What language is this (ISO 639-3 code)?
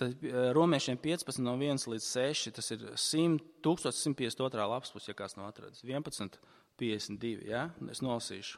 lav